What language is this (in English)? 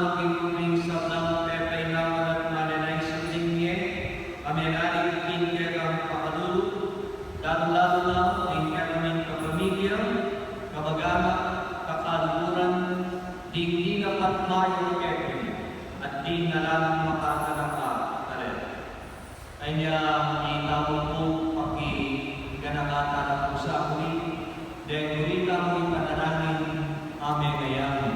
Pampanga